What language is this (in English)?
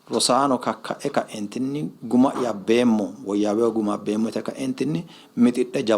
Sidamo